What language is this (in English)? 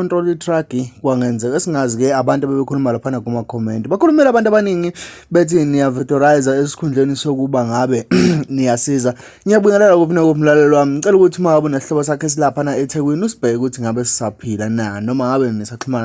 Zulu